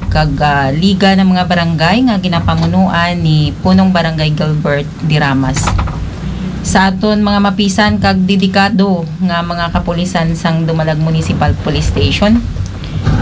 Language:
Hiligaynon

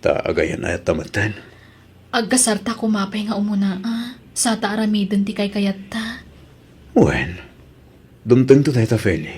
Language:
Iloko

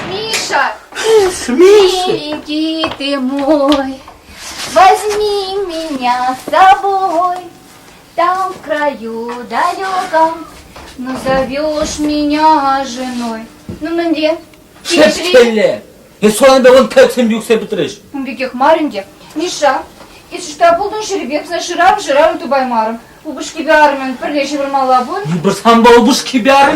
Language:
Chuvash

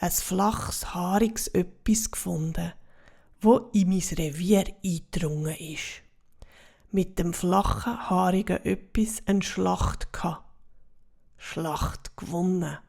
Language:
Swiss German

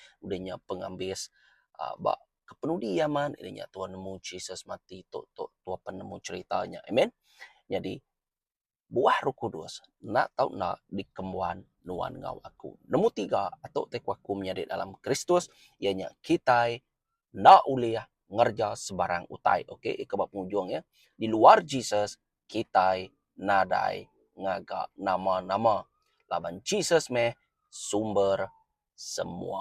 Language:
Iban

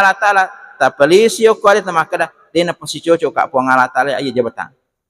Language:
Buginese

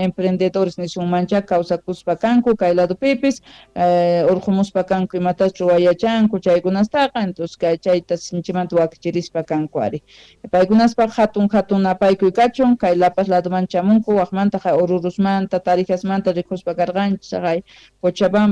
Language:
Quechua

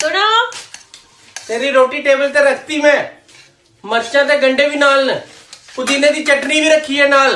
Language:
Dogri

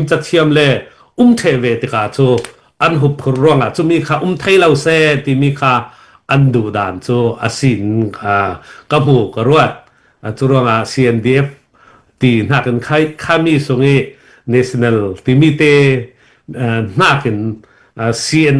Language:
Hakha Chin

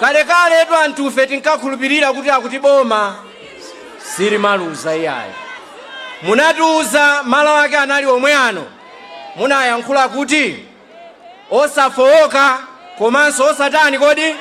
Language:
Nyanja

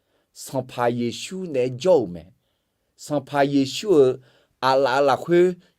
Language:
Akha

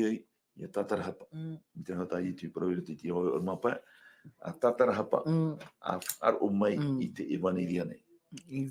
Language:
Tahitian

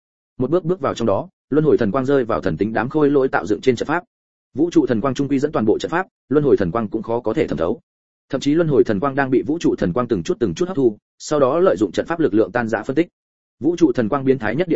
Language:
Vietnamese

